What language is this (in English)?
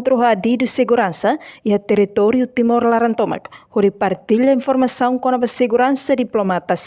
Tetum